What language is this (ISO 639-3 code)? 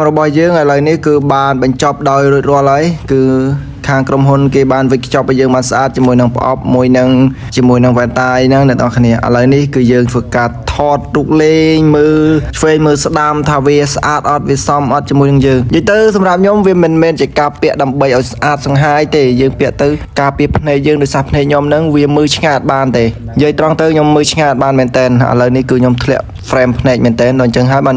khm